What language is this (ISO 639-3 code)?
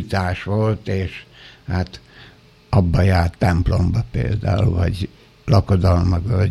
hun